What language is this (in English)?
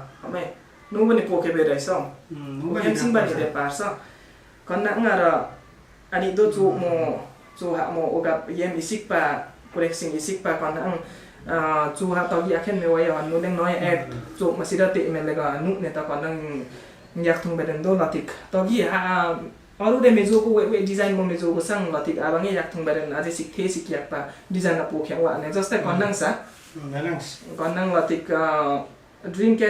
Limbu